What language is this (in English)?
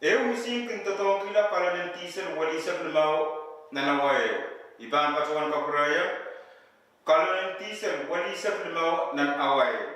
Pohnpeian